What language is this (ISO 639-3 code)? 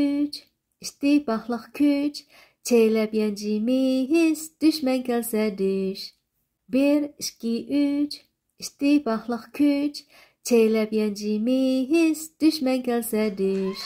uig